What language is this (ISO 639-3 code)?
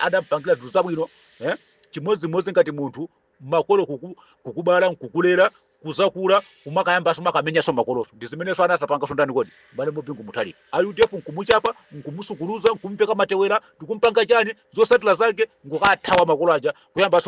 nya